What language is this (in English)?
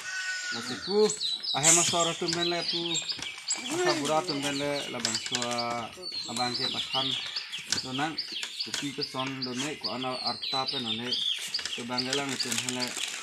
Karbi